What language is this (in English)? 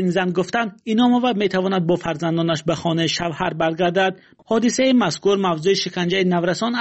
Tajik